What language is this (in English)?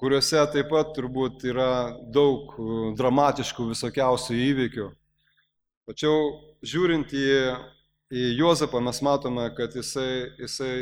Lithuanian